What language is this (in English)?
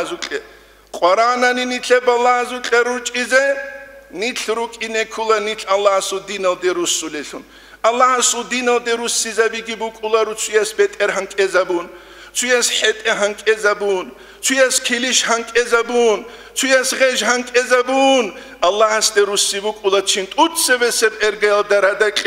Avaric